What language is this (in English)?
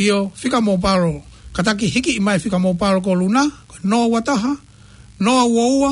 Tongan